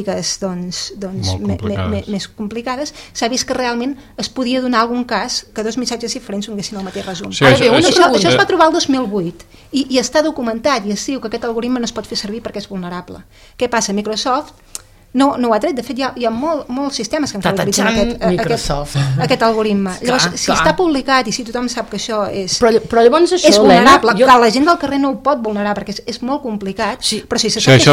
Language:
Catalan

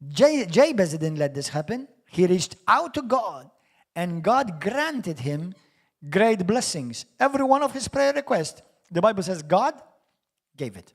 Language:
English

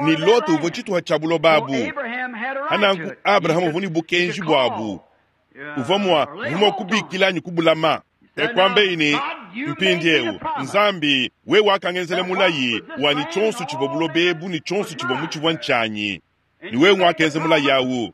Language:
Luba-Lulua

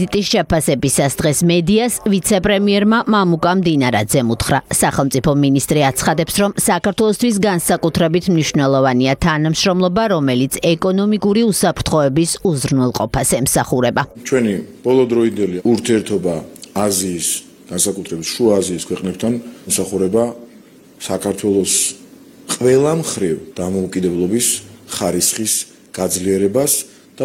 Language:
Georgian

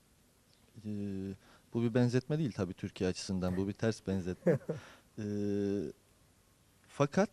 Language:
Turkish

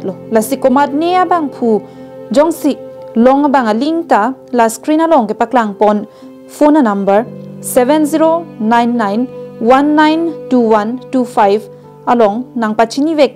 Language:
Karbi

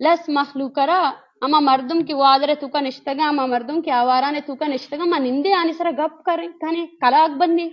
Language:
Eastern Balochi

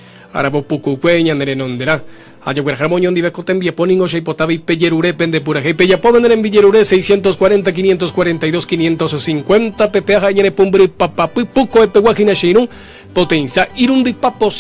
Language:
Guarani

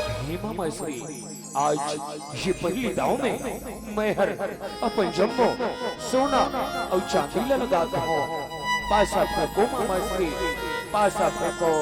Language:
Chhattisgarhi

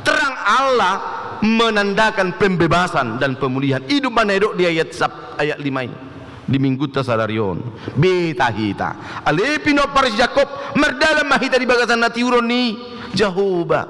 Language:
Batak Toba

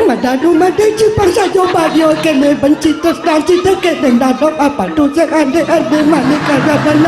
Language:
Balinese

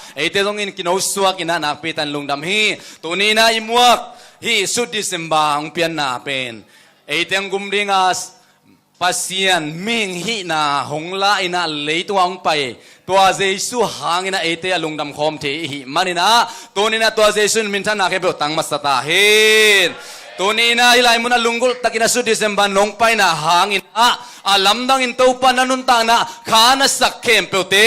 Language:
Tedim Chin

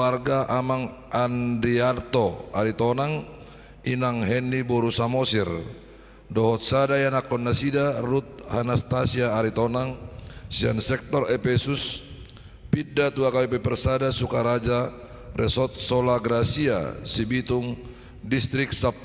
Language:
Batak Toba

